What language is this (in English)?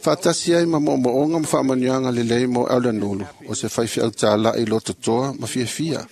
Samoan